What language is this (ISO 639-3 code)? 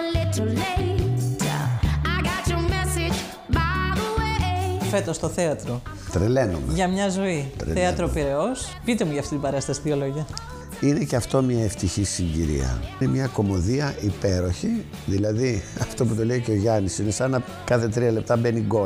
ell